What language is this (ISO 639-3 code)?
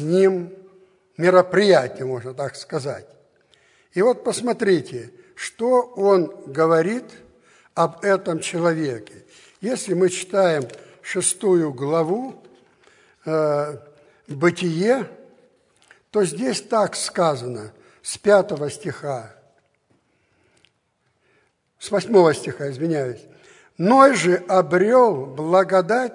rus